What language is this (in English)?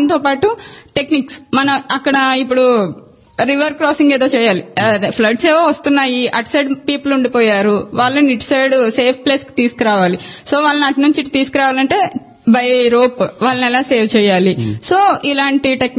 Telugu